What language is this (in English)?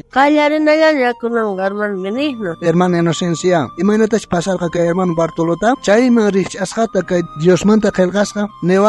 South Bolivian Quechua